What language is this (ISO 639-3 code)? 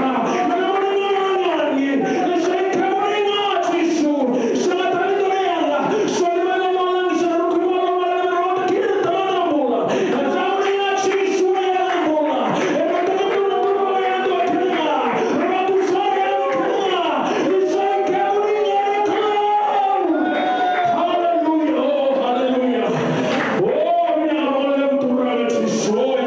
fij